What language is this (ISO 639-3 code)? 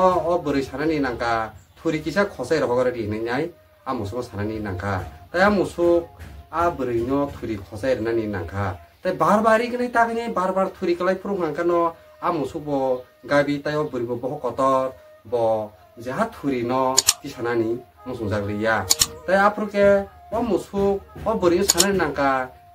trp